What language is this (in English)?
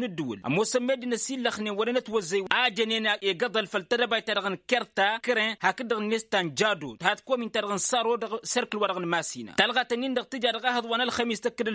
Tamasheq